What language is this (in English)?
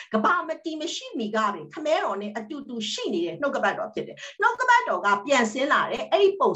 Burmese